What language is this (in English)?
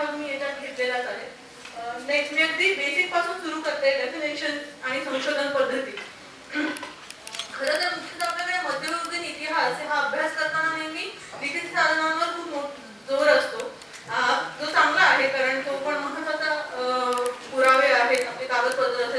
Marathi